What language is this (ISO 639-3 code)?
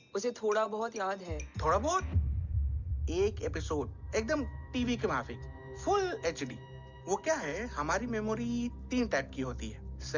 hin